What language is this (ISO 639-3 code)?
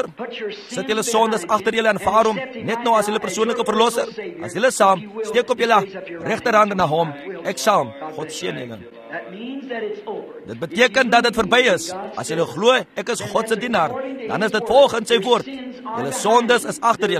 afr